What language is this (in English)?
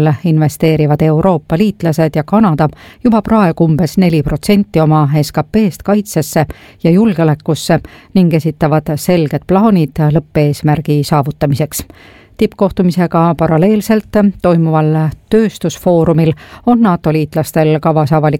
Estonian